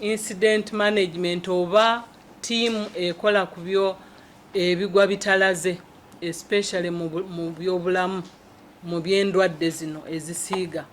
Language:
Ganda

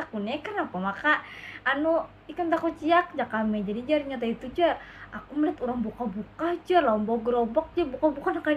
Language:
Banjar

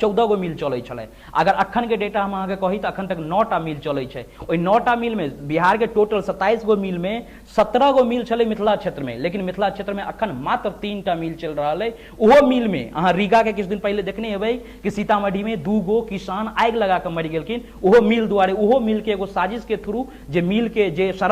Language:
Maithili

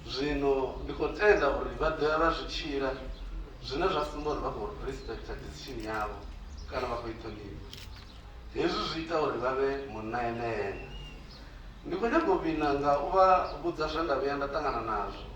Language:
Venda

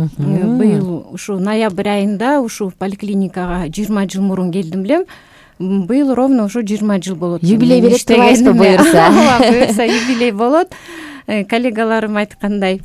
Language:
Kyrgyz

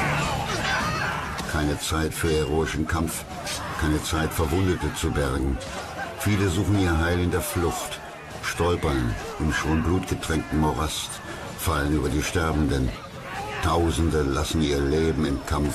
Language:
German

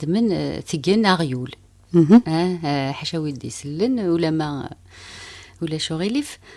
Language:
Kabyle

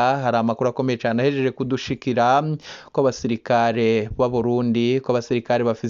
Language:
Rundi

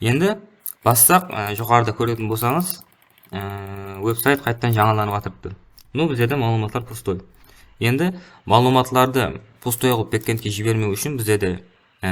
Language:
Kara-Kalpak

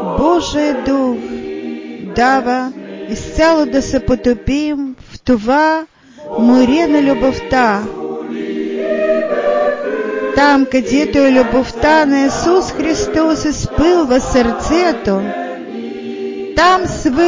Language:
Bulgarian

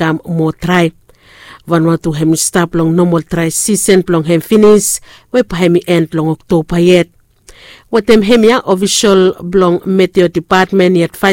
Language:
Bislama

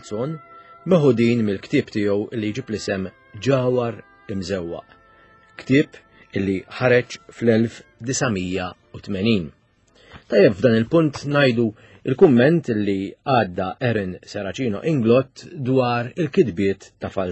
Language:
Maltese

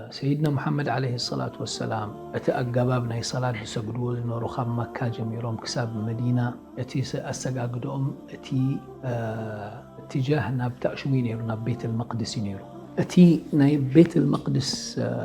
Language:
Tigrinya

